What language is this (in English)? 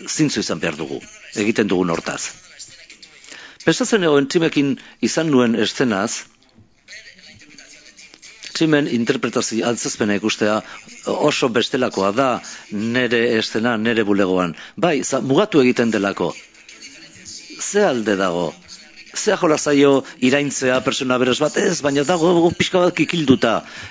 Basque